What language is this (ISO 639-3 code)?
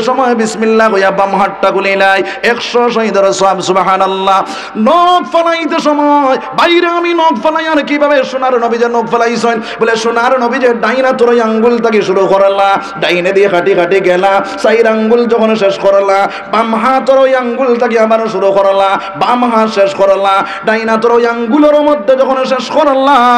syl